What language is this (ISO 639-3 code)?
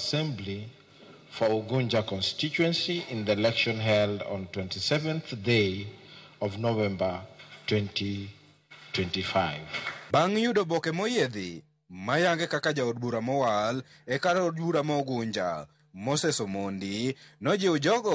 luo